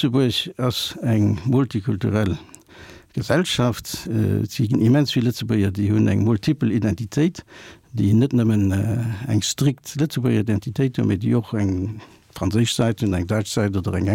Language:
Luxembourgish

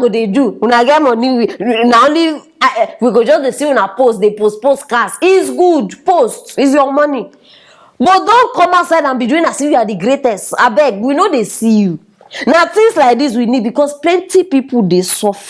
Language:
Nigerian Pidgin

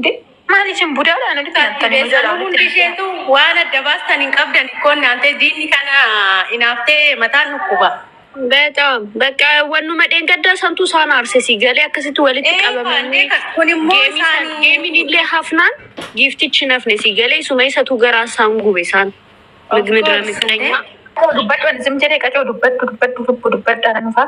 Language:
Oromo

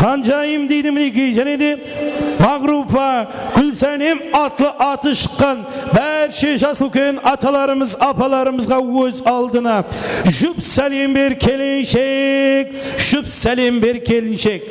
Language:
Kara-Kalpak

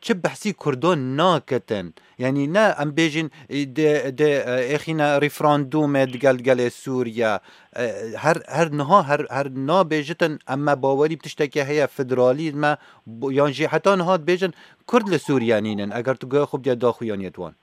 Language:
Kurdish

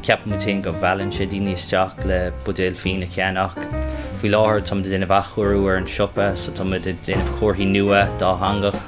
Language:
Irish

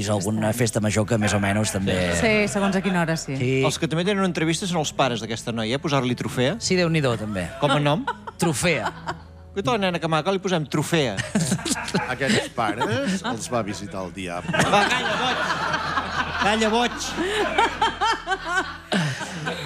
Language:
Catalan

